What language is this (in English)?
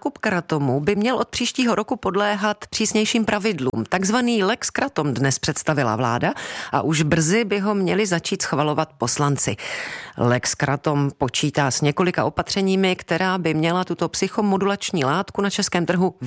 Czech